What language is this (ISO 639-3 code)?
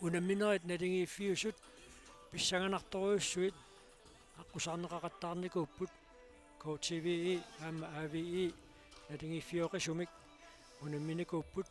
kal